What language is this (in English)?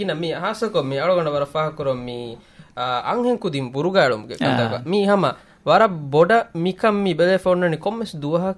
Divehi